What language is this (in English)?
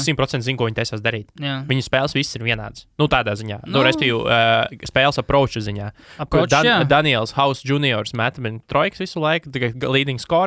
Latvian